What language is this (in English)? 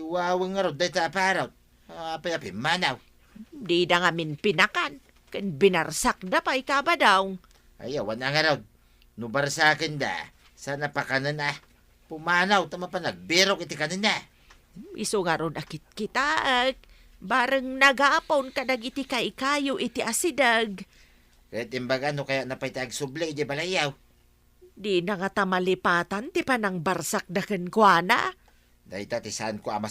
Iloko